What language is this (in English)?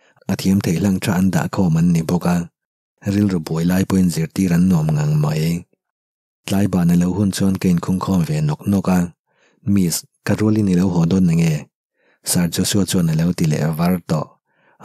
Mizo